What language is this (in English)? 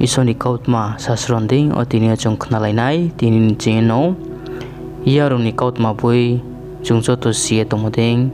Riang (India)